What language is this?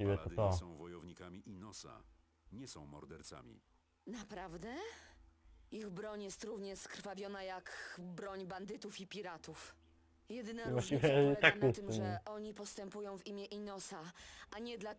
Polish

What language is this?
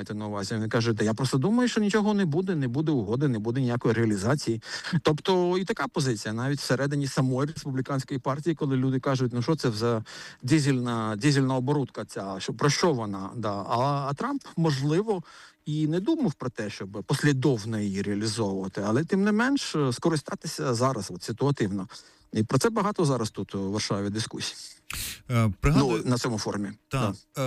Ukrainian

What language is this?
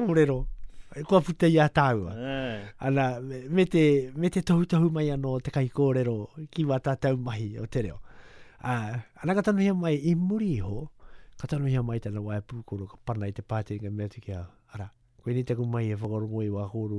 Māori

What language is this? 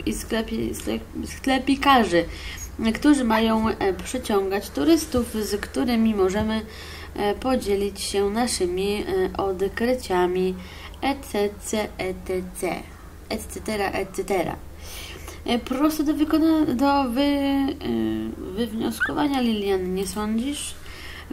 Polish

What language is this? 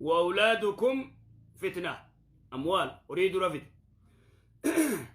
Oromo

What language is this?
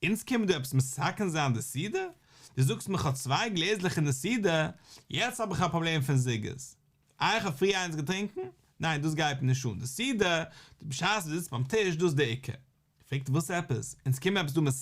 Yiddish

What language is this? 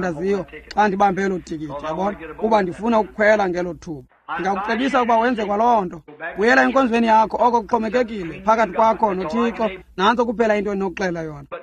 Xhosa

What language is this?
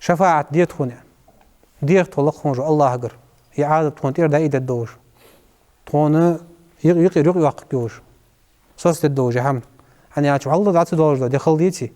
Ingush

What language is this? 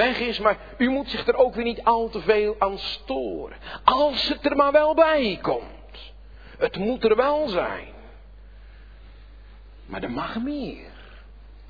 Dutch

